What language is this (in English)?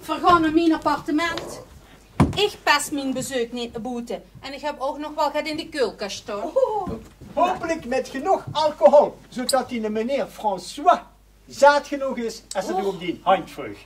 Limburgish